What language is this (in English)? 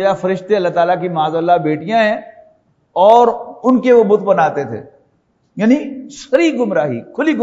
Urdu